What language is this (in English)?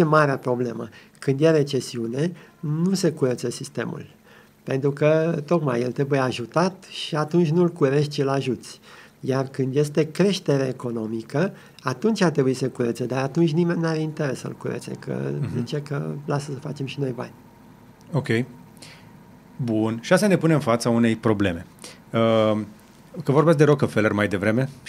Romanian